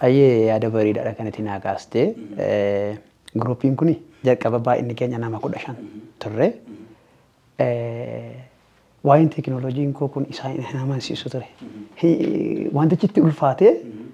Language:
Oromo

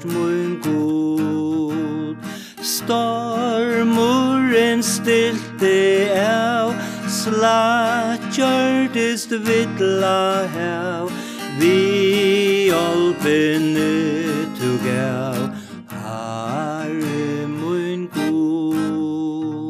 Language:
Faroese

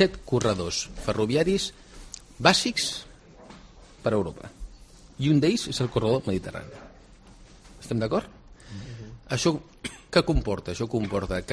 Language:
Catalan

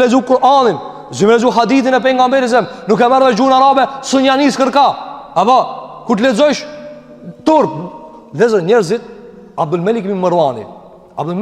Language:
Albanian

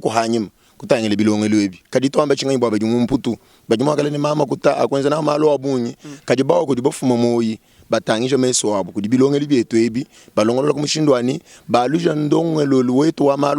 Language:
Luba-Lulua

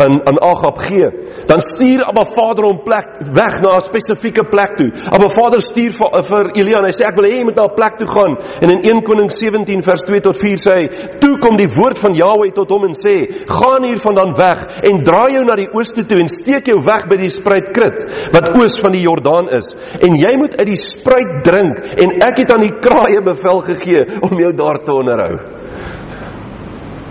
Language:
Afrikaans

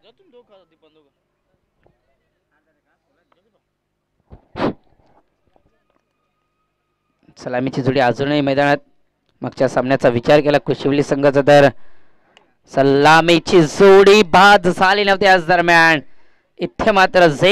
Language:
Marathi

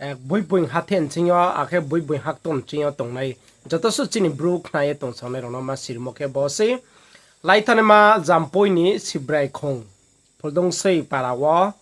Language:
Riang (India)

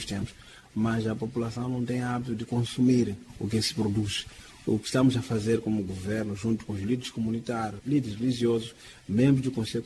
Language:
Portuguese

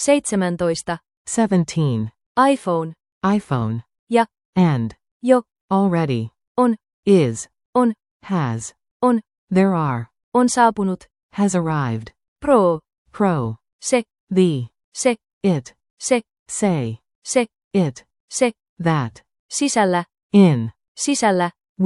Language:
Finnish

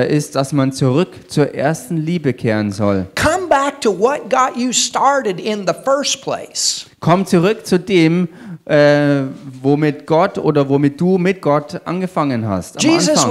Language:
German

